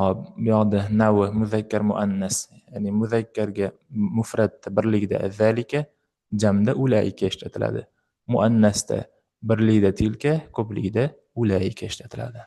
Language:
Uzbek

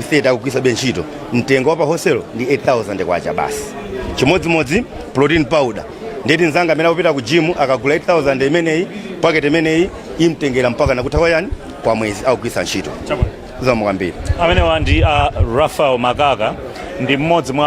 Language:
Nyanja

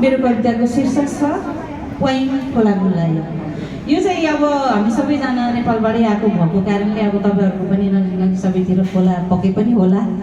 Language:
Nepali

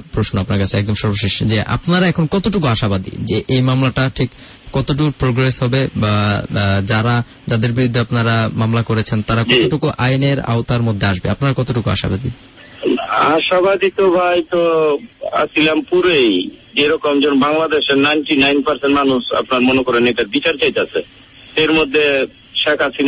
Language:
Bangla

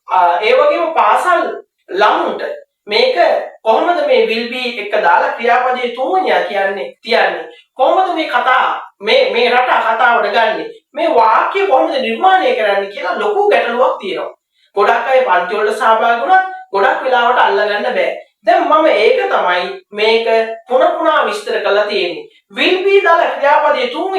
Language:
Sinhala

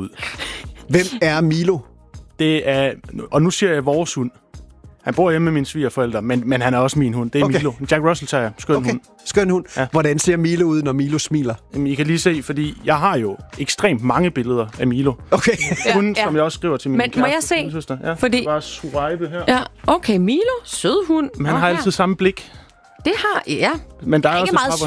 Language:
Danish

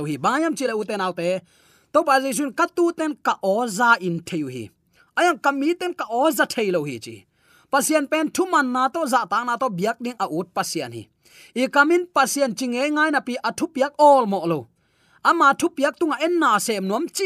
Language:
Tedim Chin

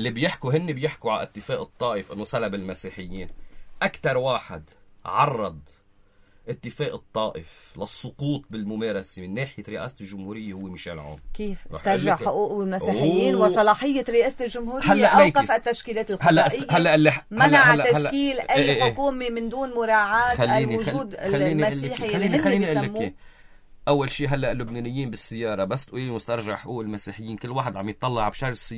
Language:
North Levantine Arabic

